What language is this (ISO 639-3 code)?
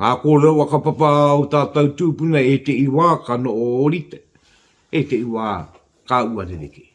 mri